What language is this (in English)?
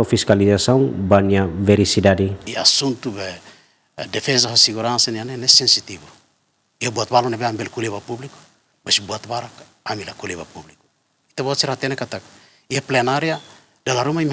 Tetum